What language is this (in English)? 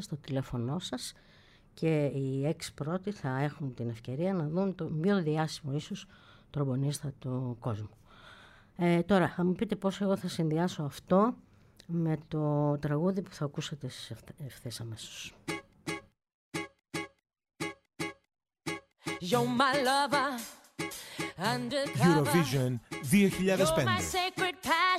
Greek